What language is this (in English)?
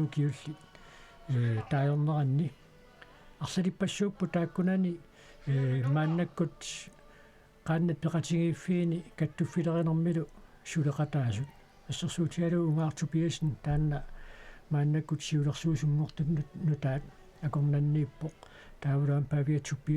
Kalaallisut